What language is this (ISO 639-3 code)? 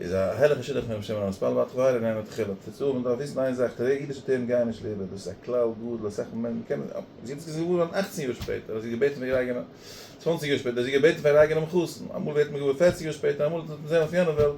yid